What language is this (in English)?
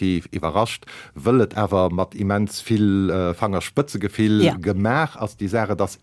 Luxembourgish